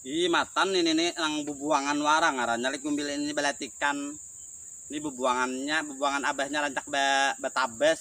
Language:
Banjar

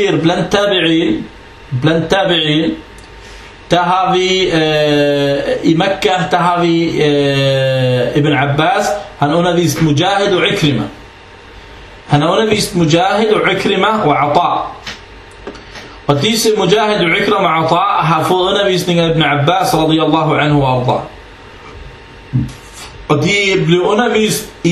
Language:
Danish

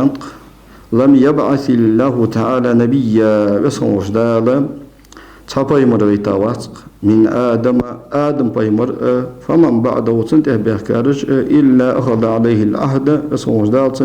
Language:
Ingush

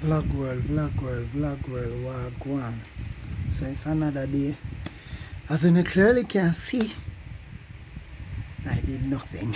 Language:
Jamaican Creole English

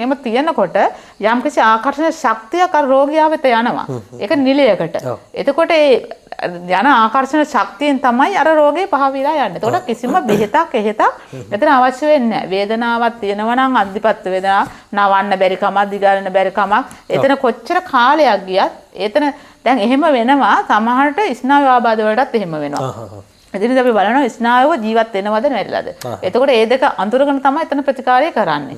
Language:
Sinhala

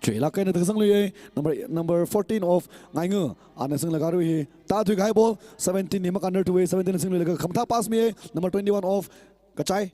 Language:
Tangkhul Naga (India)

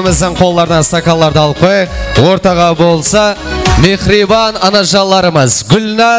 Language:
Kara-Kalpak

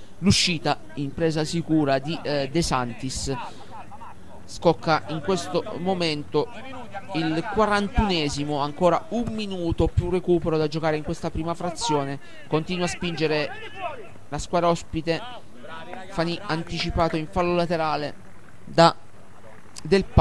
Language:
Italian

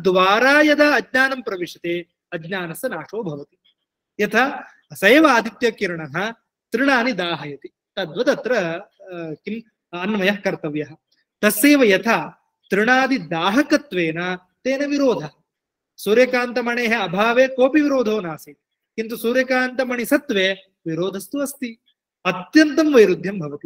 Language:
Sanskrit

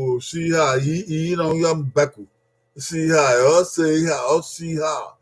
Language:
Bini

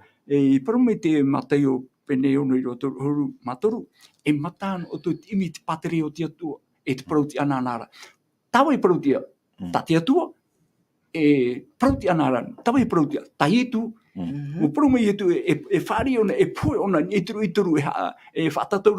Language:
Tahitian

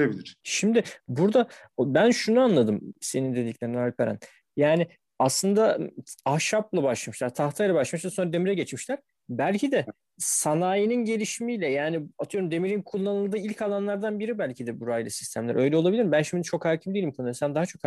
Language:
Turkish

